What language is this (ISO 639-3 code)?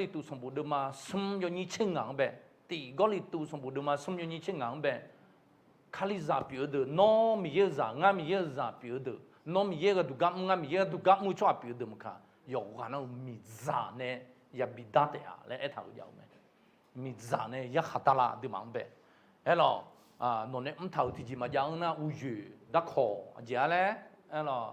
ahk